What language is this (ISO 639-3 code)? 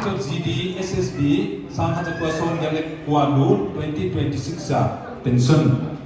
pck